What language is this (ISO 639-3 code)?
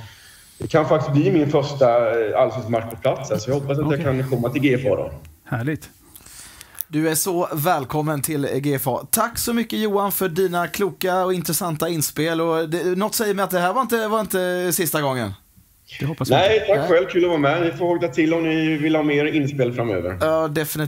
swe